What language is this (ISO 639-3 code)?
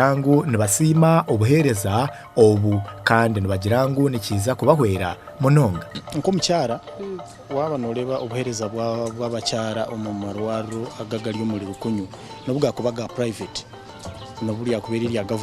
nyn